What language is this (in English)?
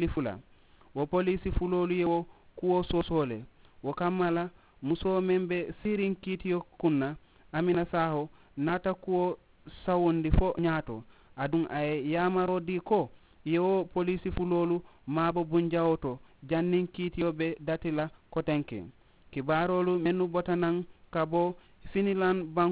Mandingo